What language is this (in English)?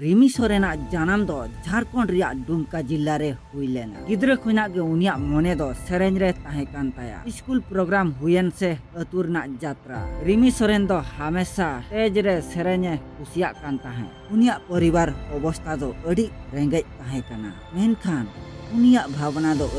Santali